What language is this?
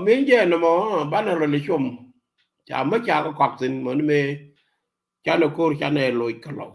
Nuer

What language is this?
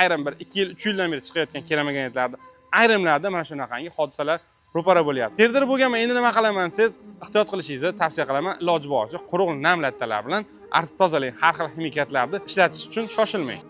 Uzbek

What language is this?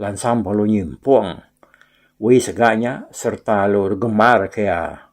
Iban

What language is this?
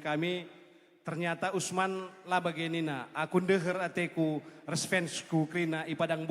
Batak Karo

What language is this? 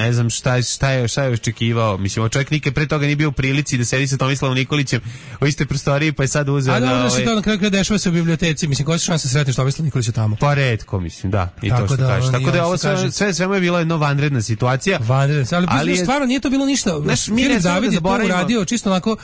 Serbian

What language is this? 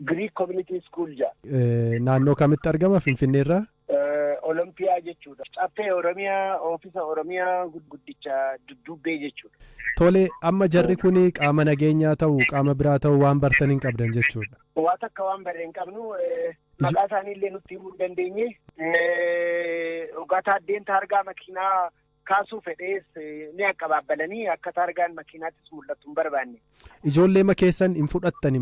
Oromo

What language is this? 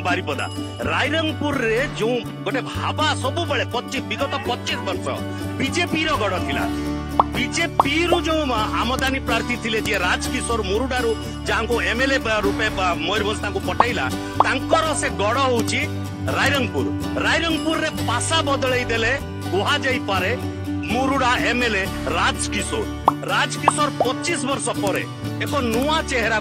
Odia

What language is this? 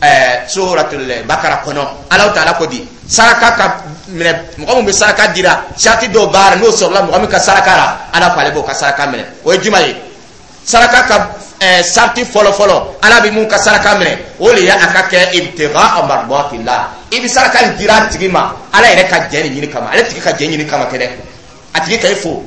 Dyula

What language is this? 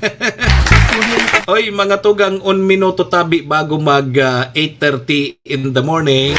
Bikol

